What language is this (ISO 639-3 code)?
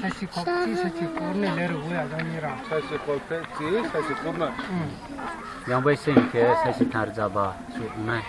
ria